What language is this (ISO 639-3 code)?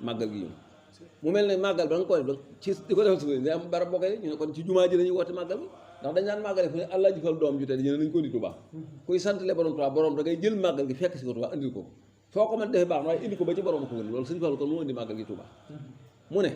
wol